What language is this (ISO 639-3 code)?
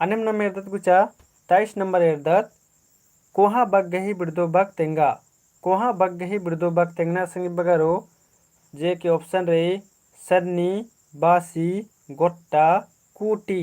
kru